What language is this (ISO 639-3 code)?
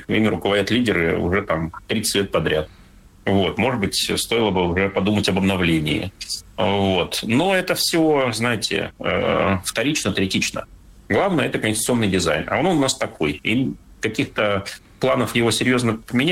rus